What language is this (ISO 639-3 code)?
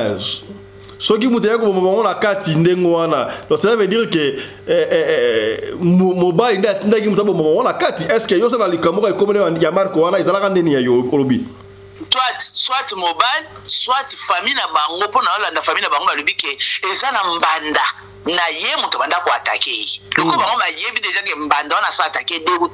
lin